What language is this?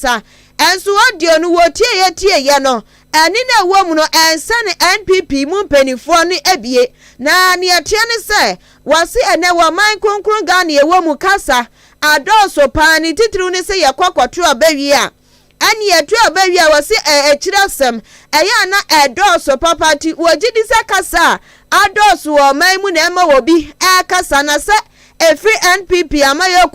Akan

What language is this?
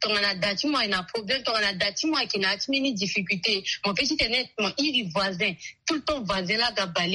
Sango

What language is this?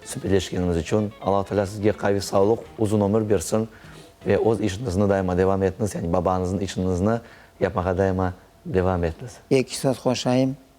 Crimean Tatar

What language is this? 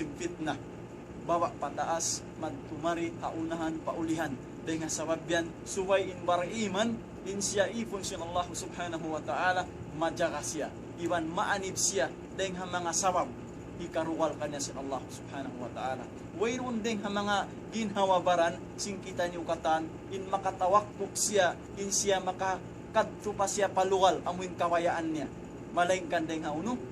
Tausug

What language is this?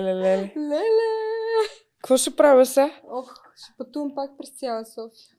Bulgarian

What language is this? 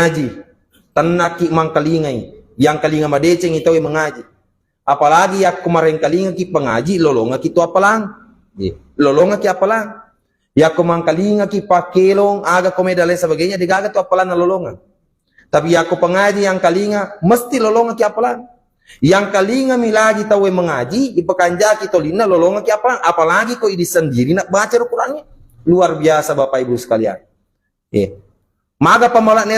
Buginese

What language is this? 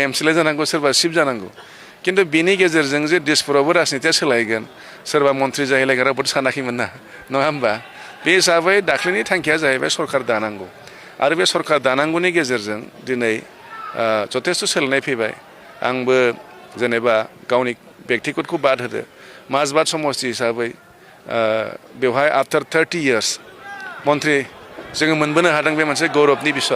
Bodo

